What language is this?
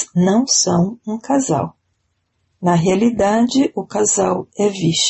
Portuguese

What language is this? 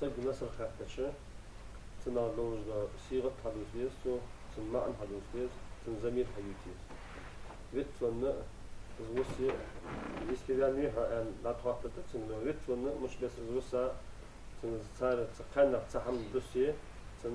Ingush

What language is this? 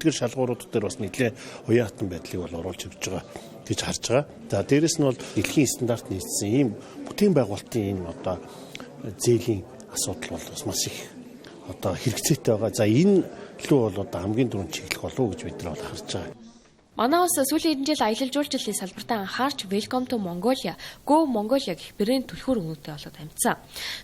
Mongolian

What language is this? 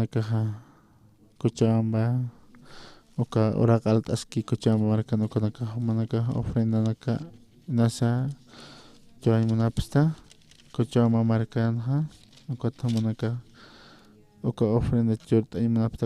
Aymara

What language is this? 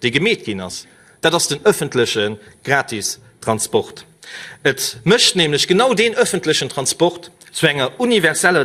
Luxembourgish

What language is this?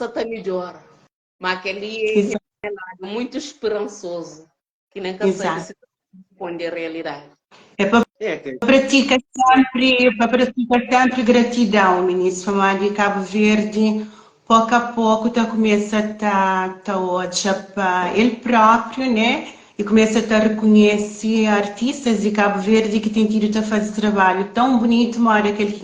Kabuverdianu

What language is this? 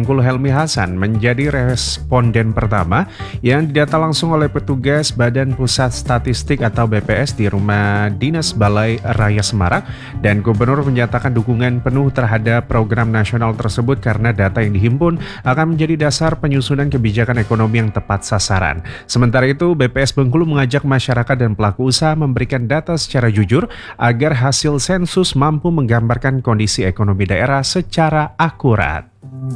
Indonesian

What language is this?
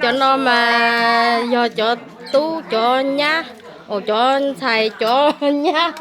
Hmong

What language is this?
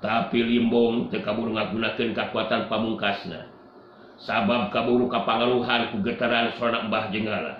Sundanese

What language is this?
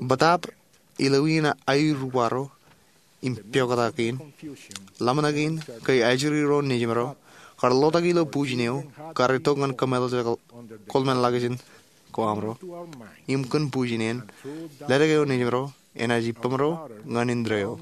Marshallese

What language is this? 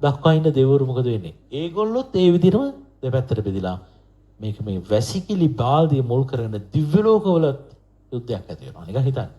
Sinhala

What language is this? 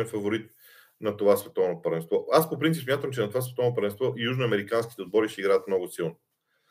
Bulgarian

